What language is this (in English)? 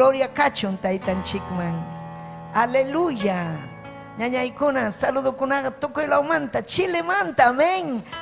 Ayacucho Quechua